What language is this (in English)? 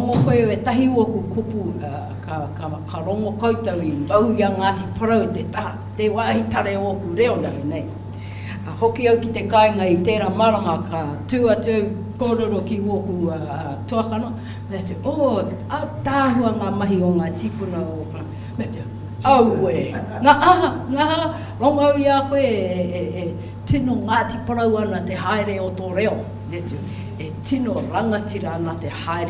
Māori